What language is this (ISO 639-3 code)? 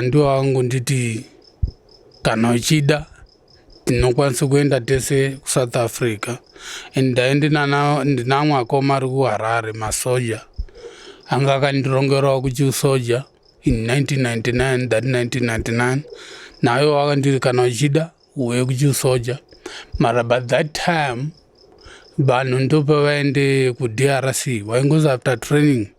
sna